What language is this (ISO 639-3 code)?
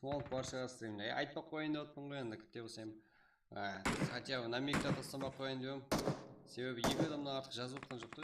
kaa